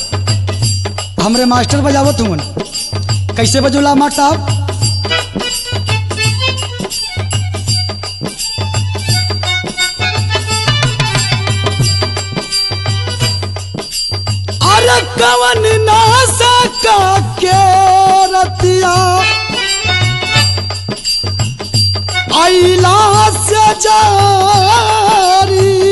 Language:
Bhojpuri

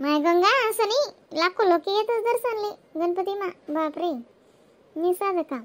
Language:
Khandesi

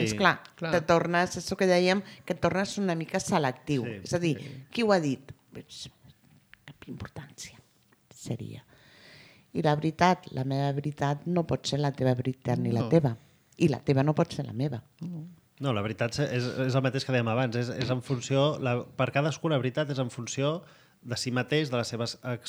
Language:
Catalan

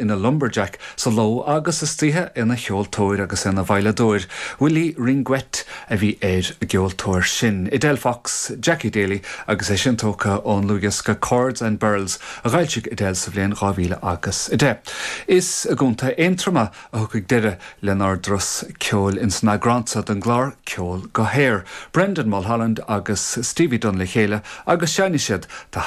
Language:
Irish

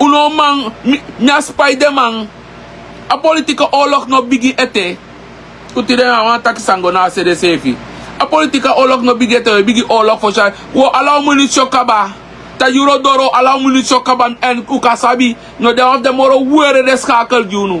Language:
Sranan Tongo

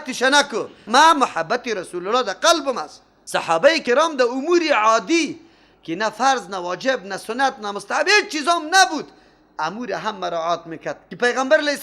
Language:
Persian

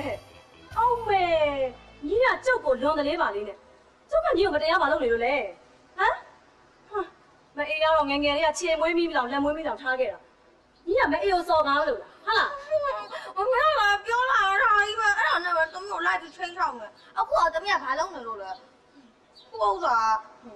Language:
Burmese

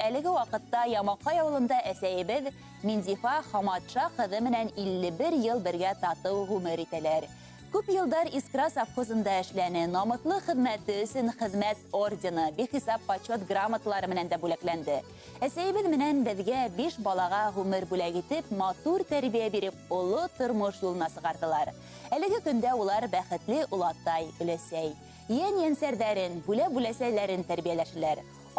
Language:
Bashkir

